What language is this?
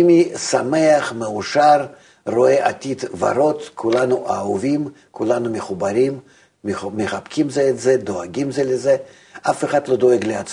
Hebrew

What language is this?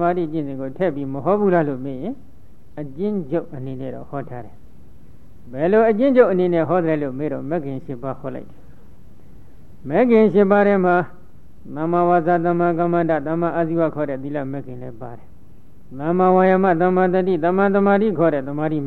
Burmese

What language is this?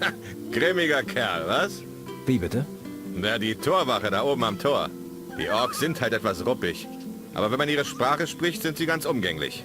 Bavarian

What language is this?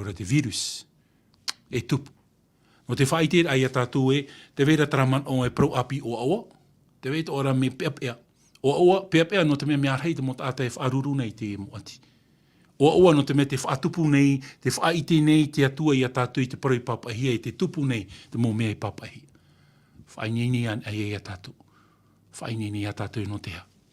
Tahitian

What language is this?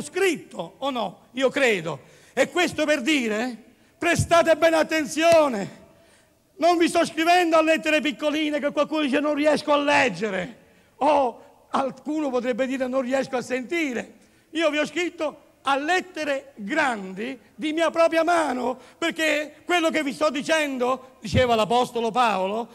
Italian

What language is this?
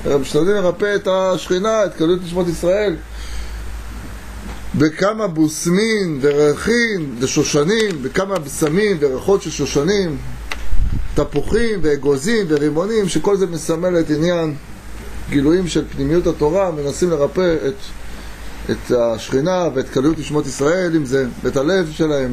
Hebrew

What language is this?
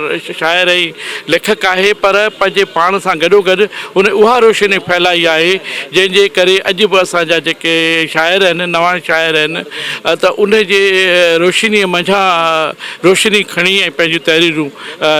Sindhi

